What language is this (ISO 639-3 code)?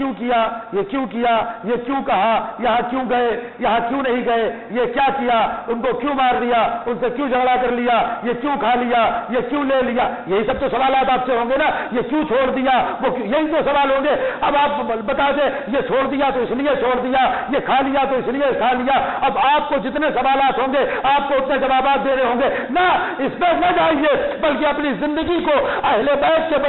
urd